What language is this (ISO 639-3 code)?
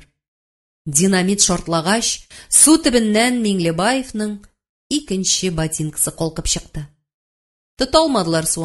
tat